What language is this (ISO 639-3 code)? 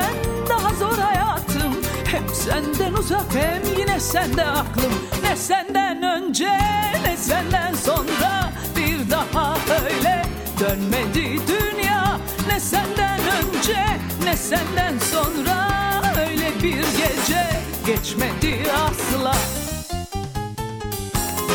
tur